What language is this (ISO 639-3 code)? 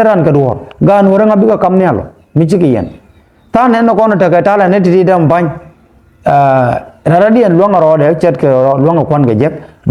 nus